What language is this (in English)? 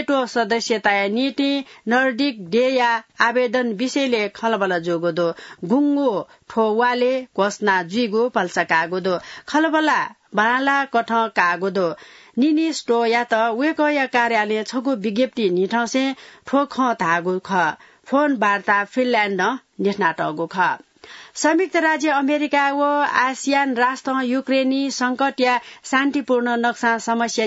Newari